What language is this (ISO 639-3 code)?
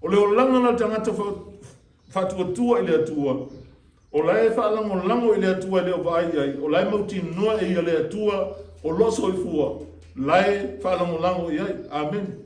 smo